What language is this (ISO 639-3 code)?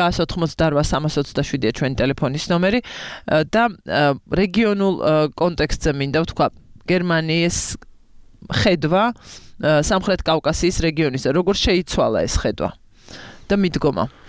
kat